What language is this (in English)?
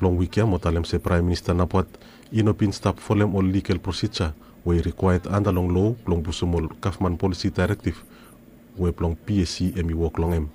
Bislama